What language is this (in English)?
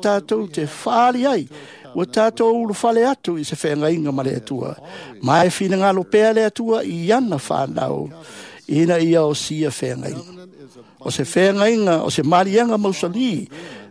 Samoan